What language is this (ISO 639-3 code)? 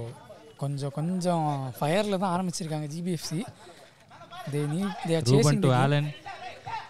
tam